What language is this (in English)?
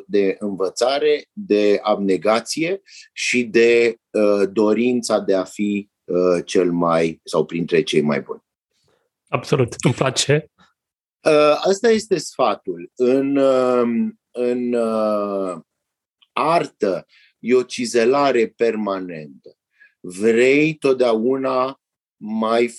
Romanian